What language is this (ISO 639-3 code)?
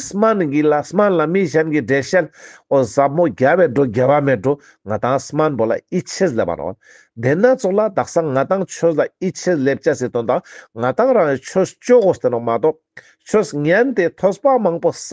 lbj